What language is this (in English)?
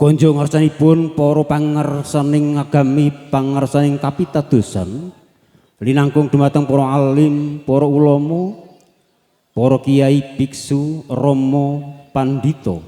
Javanese